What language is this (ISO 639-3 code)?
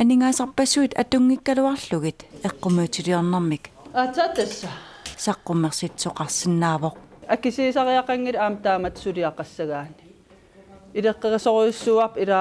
kal